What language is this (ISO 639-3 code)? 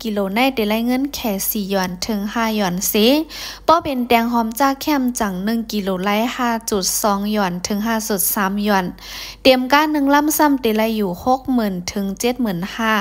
shn